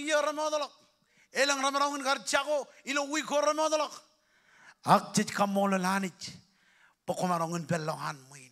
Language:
Marshallese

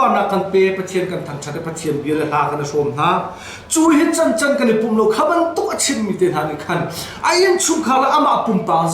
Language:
Hakha Chin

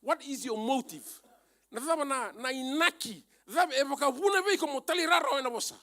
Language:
Fijian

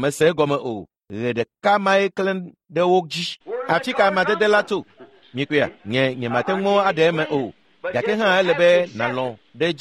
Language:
Ewe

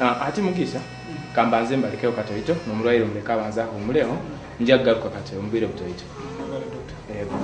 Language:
Nyoro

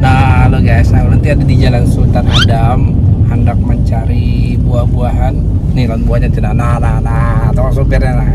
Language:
Banjar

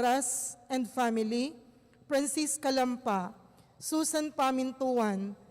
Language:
Pampanga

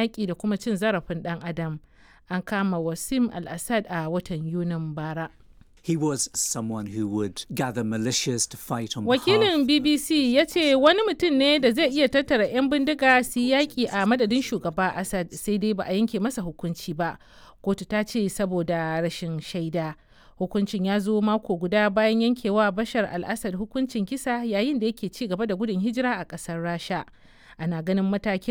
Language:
Hausa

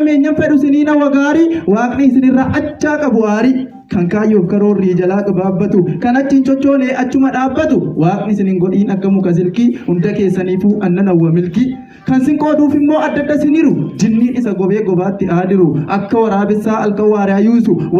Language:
Oromo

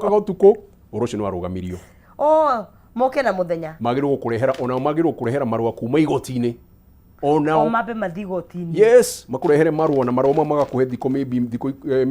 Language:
Kikuyu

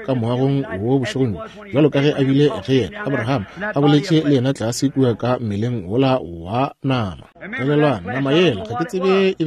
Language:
Northern Sotho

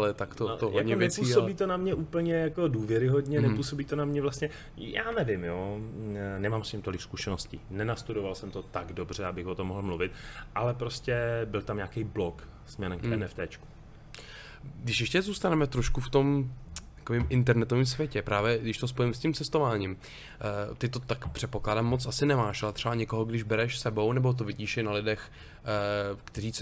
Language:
Czech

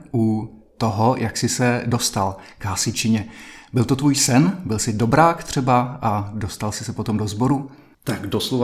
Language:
Czech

